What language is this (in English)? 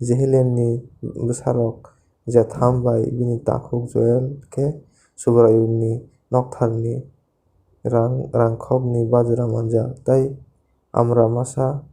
Kok Borok